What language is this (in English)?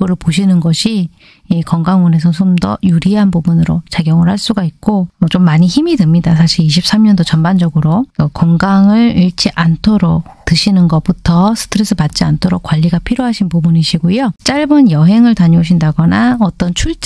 Korean